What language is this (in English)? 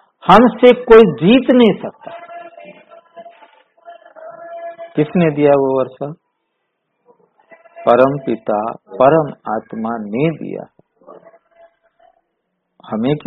Hindi